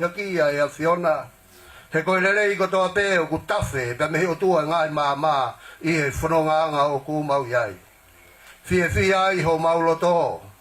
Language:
Tongan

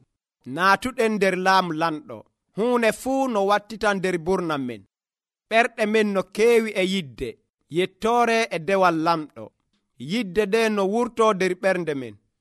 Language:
Nigerian Fulfulde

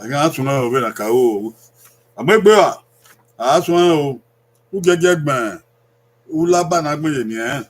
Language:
Bini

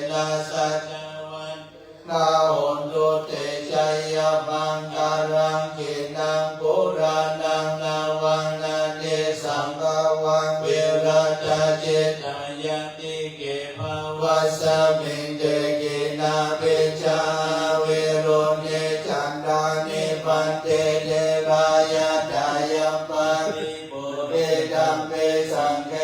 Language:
Pali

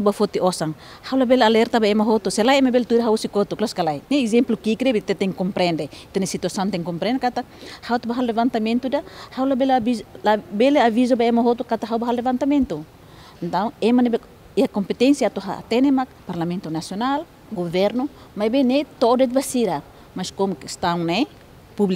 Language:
Tetum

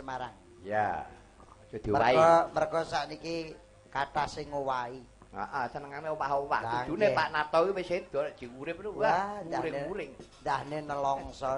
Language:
Javanese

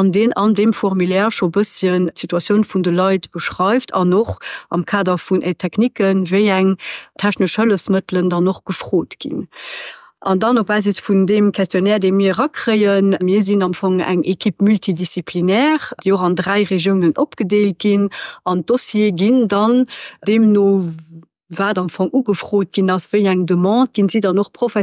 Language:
Luxembourgish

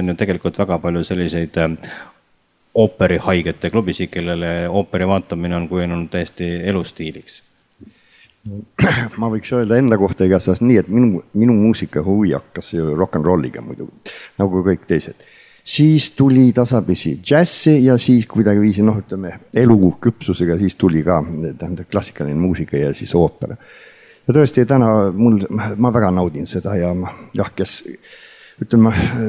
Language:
Estonian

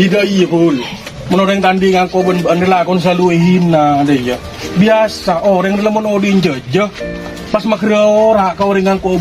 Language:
Madurese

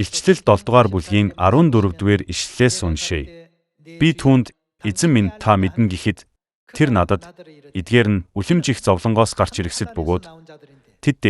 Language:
Mongolian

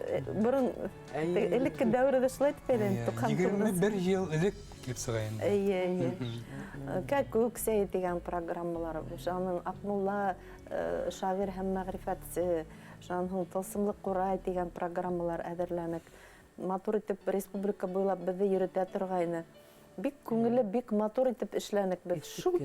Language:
Bashkir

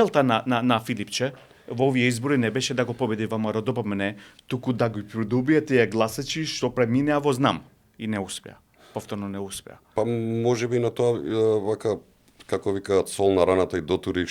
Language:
Macedonian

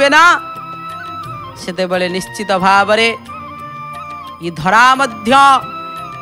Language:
Odia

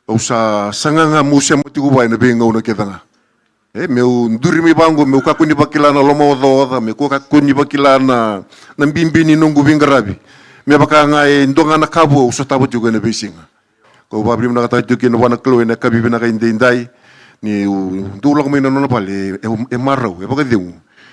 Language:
Fijian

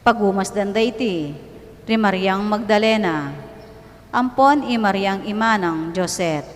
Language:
Pampanga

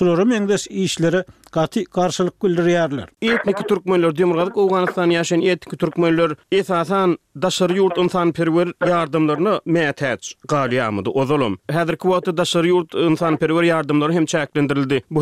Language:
Turkmen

